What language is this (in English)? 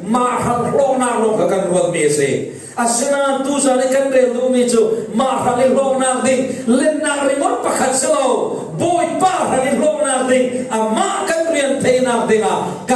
Falam Chin